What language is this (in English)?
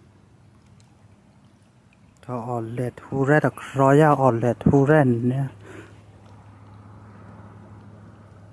Vietnamese